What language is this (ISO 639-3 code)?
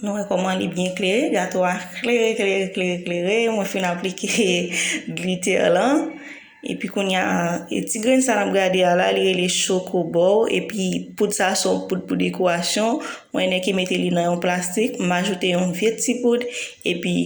hat